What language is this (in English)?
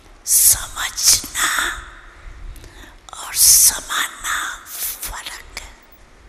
Hindi